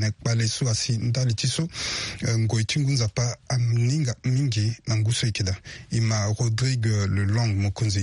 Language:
Sango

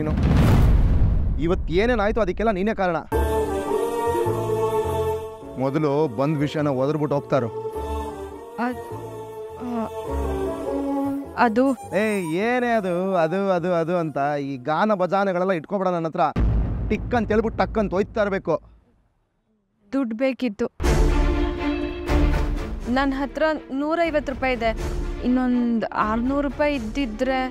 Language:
Kannada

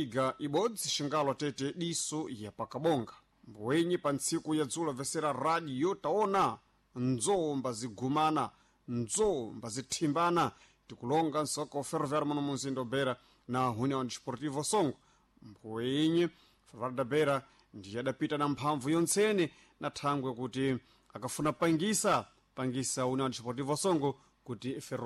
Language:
Sena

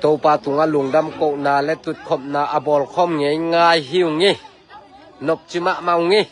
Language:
Tedim Chin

